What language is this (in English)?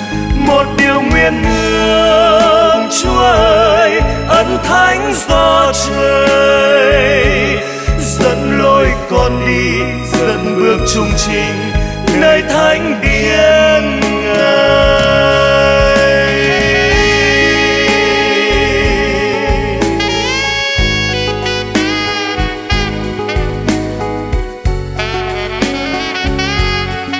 Vietnamese